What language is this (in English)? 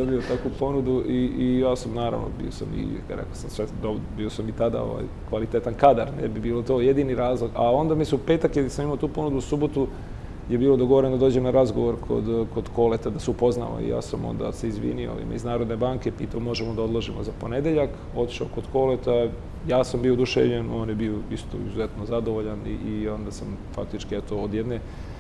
Serbian